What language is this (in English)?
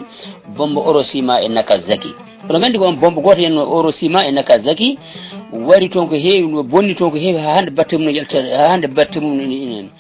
Fula